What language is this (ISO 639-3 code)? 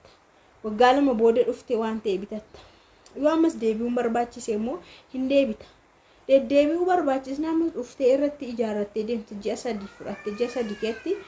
orm